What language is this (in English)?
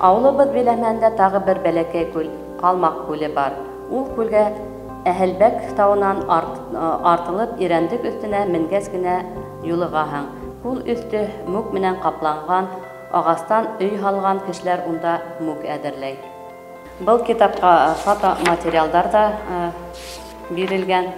Bashkir